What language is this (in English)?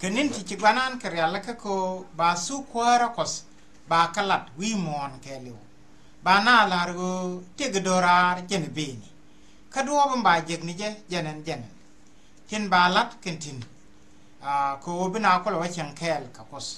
Nuer